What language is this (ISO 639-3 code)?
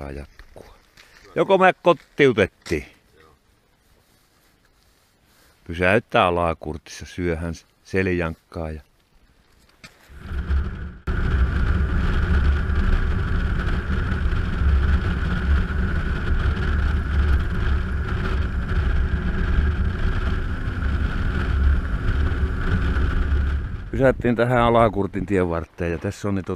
fin